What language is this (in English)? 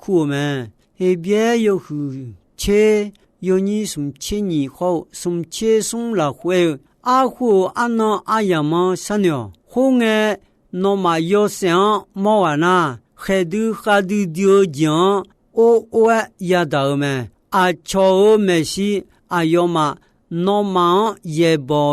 Akha